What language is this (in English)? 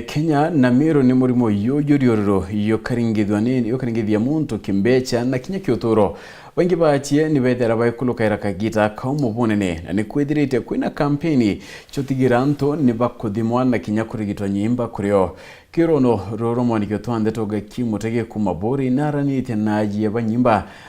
Meru